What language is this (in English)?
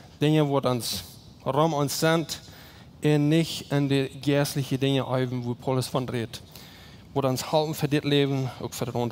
Plautdietsch